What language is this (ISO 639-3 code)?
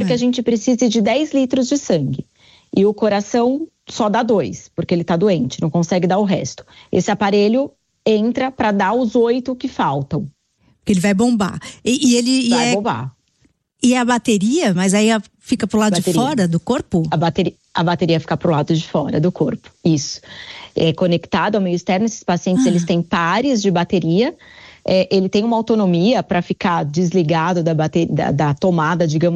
por